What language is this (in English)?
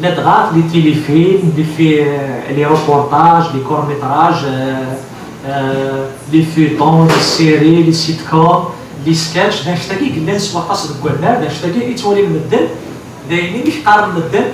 Kabyle